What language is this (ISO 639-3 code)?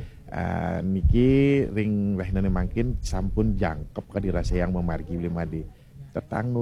ban